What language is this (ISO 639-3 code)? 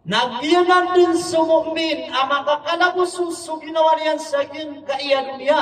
mrw